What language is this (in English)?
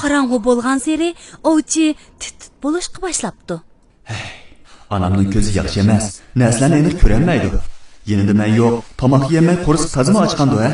Uyghur